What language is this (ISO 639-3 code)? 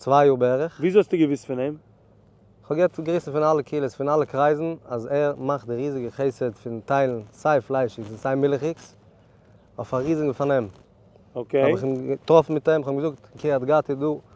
yid